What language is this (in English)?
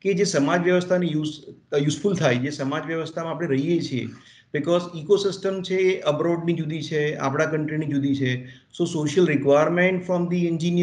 Gujarati